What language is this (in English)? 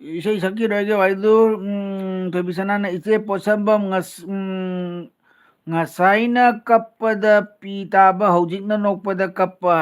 Manipuri